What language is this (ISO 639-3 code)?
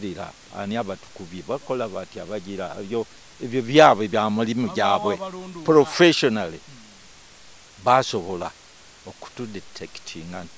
lug